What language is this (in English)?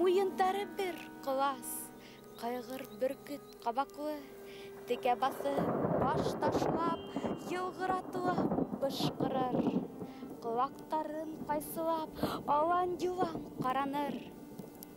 Bashkir